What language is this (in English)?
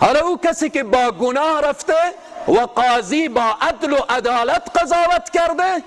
Persian